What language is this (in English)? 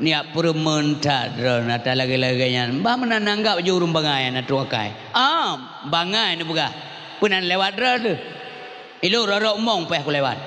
Achinese